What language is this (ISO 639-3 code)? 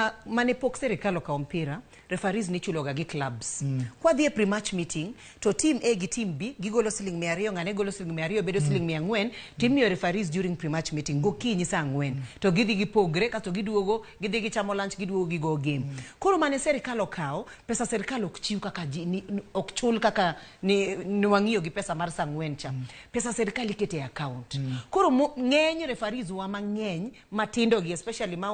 luo